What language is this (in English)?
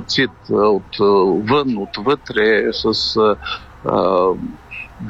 Bulgarian